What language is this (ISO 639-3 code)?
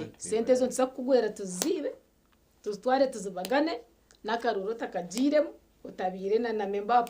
nyn